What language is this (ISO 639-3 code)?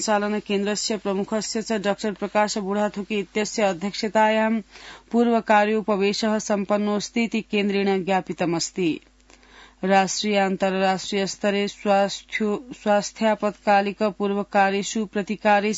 san